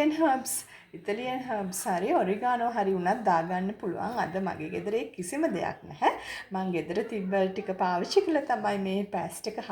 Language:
Sinhala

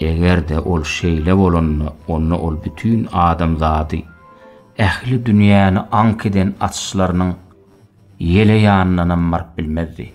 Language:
Turkmen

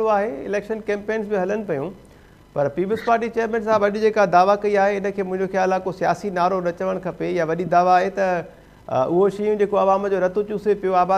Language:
Sindhi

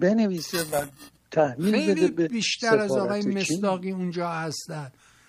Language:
Persian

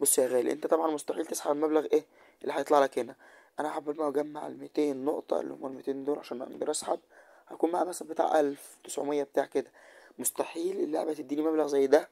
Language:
Egyptian Arabic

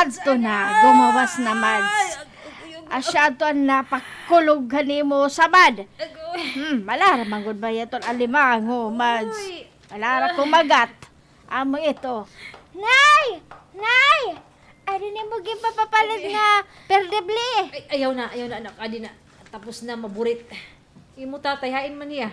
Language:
Waray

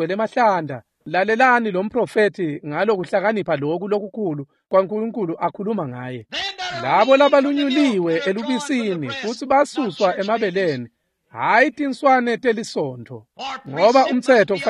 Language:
Swati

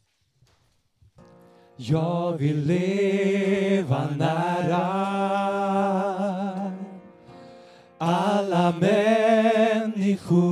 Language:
Swedish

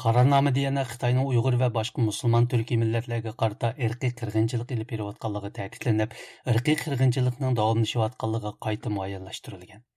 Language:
Uyghur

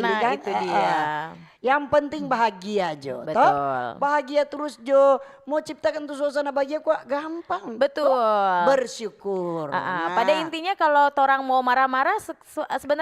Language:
Manado Malay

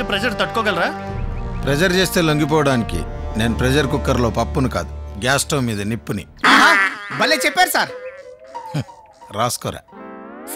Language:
Telugu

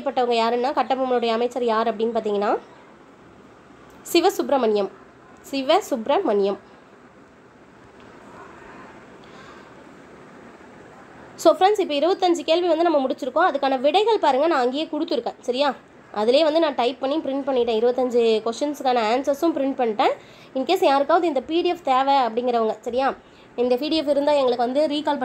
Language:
Tamil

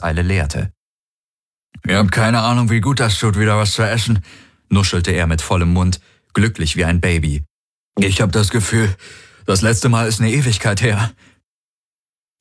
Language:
German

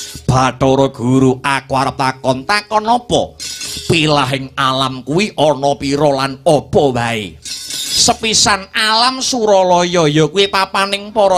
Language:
Javanese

